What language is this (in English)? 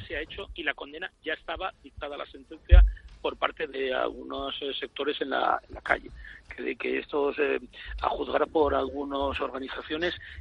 Spanish